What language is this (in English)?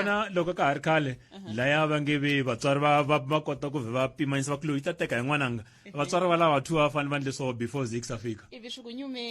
Tsonga